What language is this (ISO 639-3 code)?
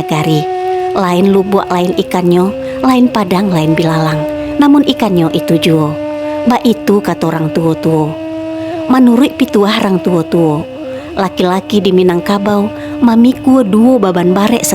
min